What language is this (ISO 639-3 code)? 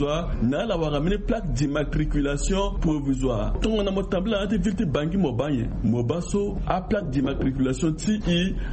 sag